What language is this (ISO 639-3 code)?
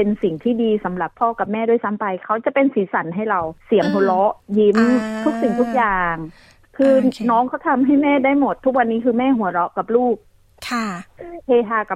tha